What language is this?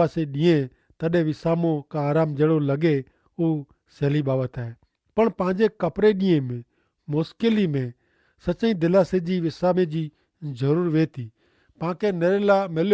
Kachhi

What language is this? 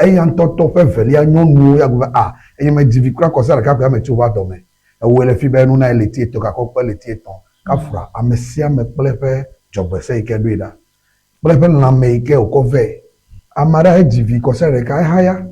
Ewe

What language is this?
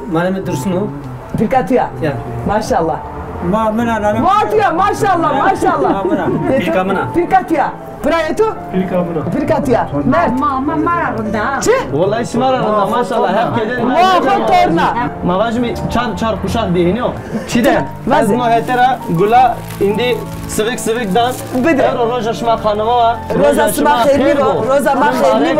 Zaza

